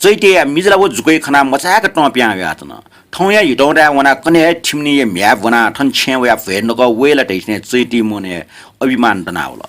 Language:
Newari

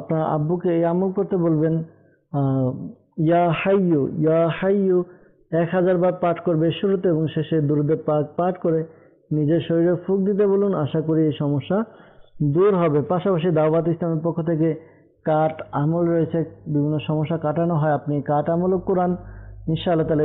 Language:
Bangla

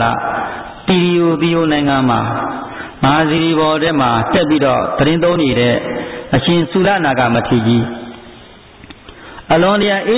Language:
Burmese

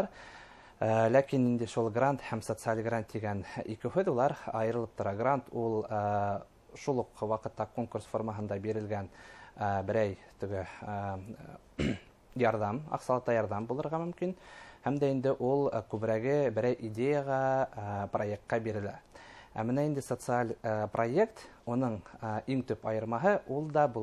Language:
Bashkir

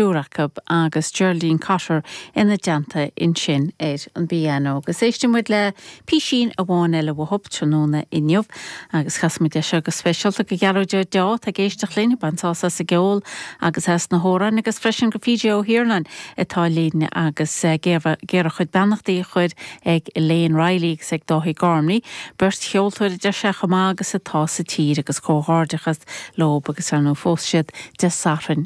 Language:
Irish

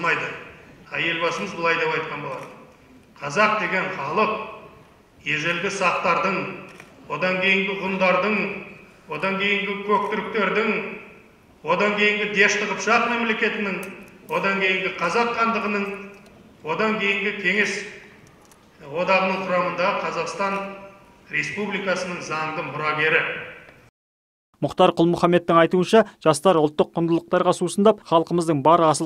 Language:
Kazakh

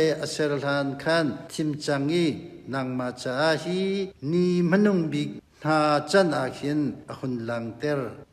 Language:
Hakha Chin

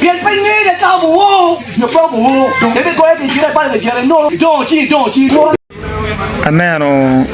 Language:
Acoli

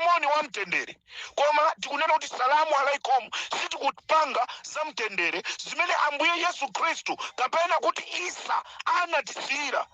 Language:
Nyanja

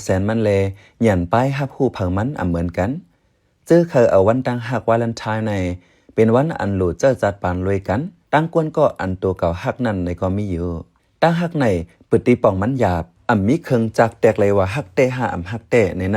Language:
Shan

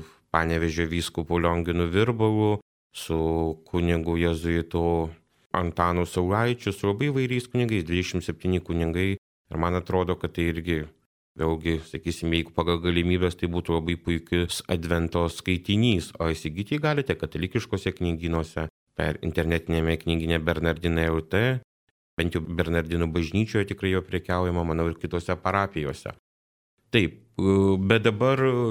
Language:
Lithuanian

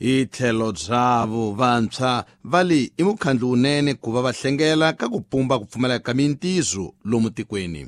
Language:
Tsonga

